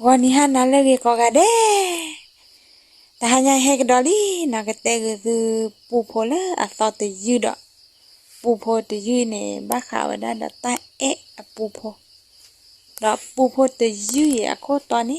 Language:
S'gaw Karen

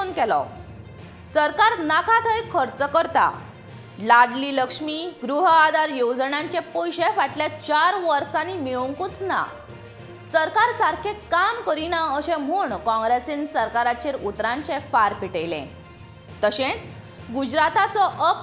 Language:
Konkani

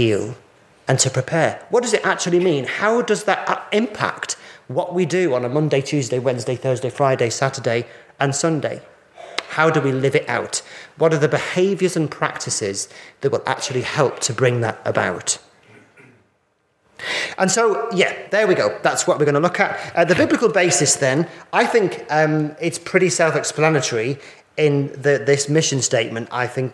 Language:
English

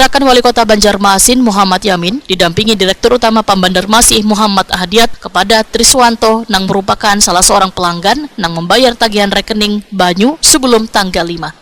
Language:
Banjar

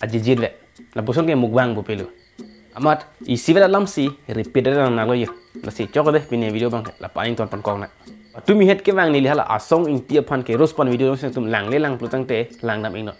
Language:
Karbi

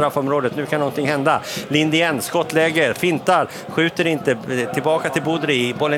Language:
Swedish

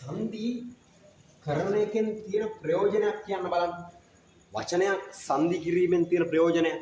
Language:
Sinhala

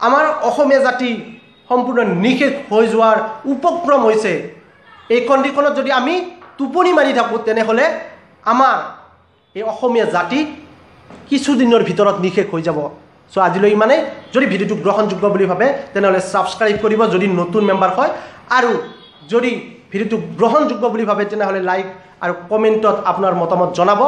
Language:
Assamese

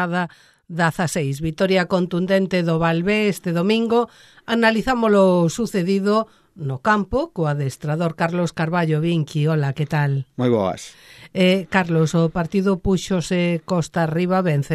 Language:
Galician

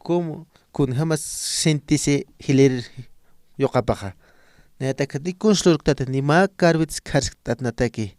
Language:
Aymara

